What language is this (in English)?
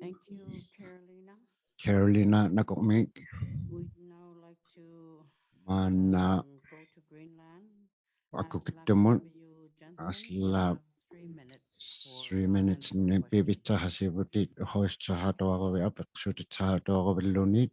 Inuktitut